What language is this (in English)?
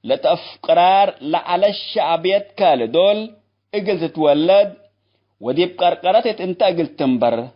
Tigre